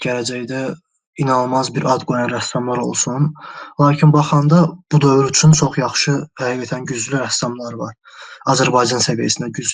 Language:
Azerbaijani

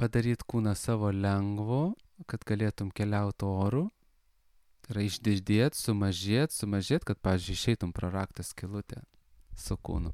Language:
Lithuanian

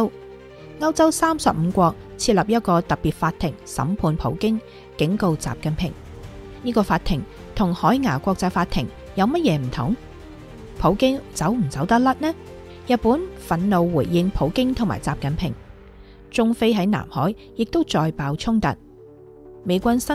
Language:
Cantonese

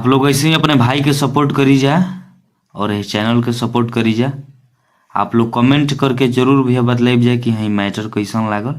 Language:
Bhojpuri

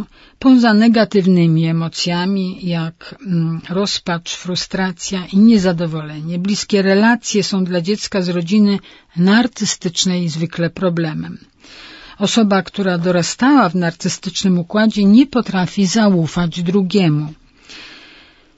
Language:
Polish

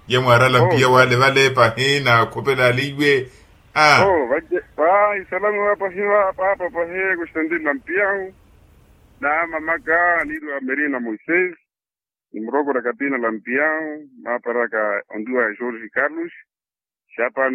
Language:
Makhuwa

